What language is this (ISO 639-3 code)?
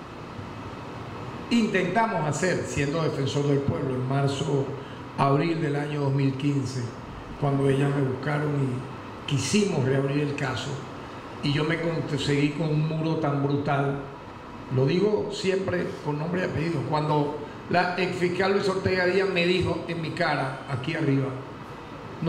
spa